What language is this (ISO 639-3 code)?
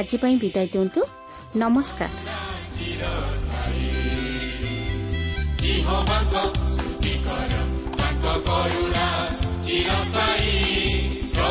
ori